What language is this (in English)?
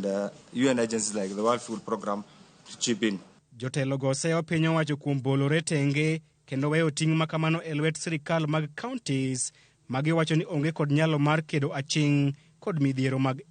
Luo (Kenya and Tanzania)